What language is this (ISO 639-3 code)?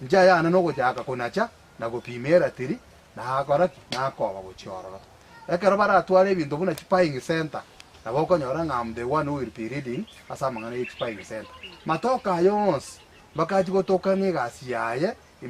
guz